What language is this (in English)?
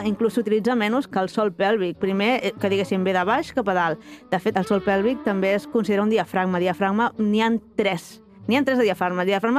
Catalan